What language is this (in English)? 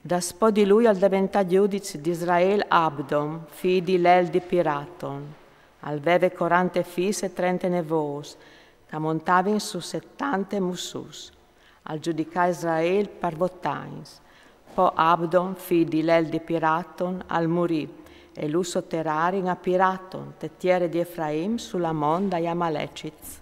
Friulian